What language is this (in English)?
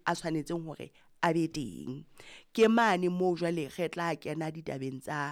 Southern Sotho